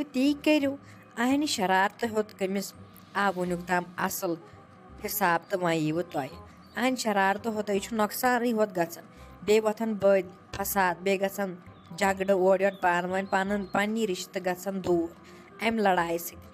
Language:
Kashmiri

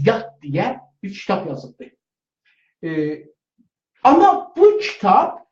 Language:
South Azerbaijani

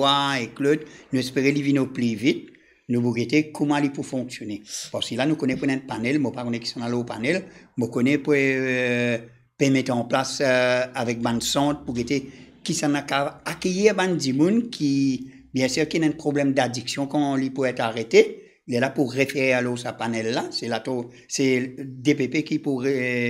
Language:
Morisyen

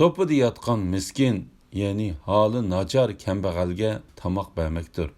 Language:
Uyghur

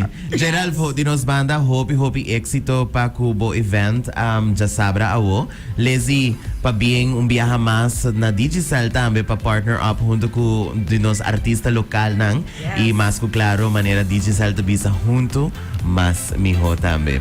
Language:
Papiamento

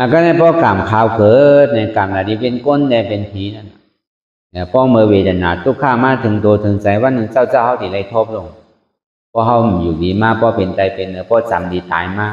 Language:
Shan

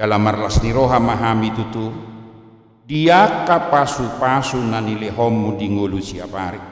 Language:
Batak Toba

